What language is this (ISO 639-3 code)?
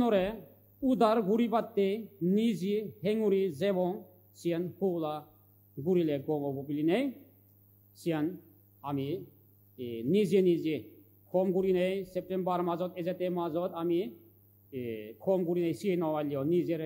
ccp